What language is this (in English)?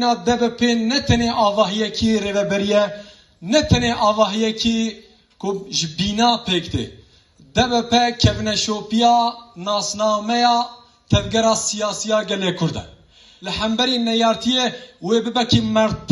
Kurdish